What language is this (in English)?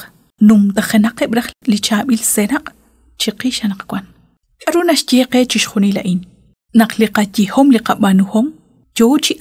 Kekchí